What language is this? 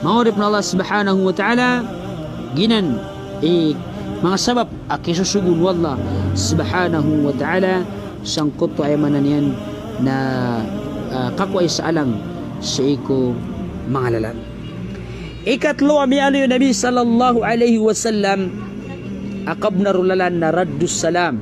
Maranao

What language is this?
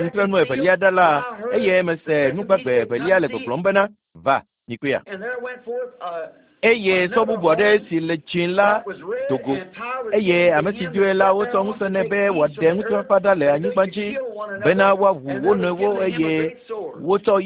Ewe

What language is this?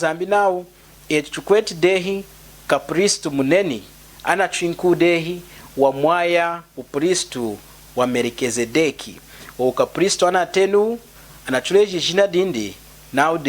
Lunda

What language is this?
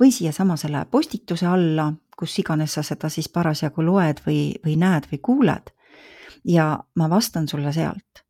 Estonian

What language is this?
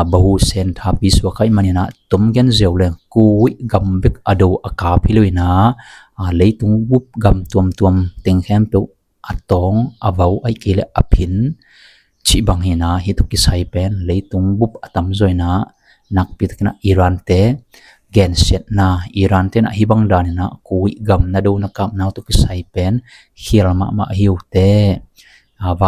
Tedim Chin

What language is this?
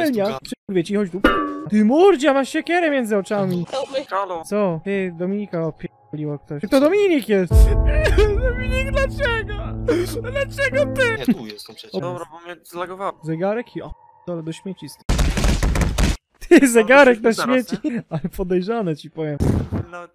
Polish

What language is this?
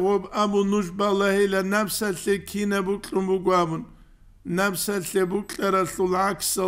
Avaric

